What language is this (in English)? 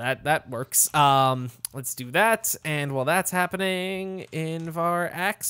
English